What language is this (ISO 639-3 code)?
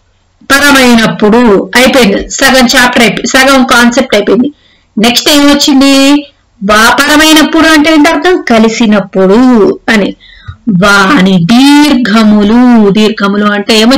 tel